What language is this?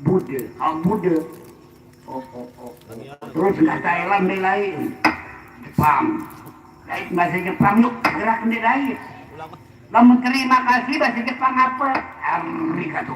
Sasak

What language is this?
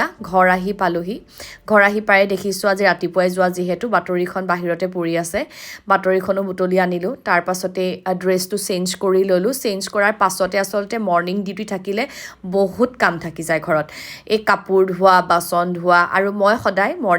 Assamese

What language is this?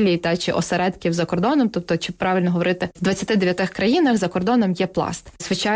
Ukrainian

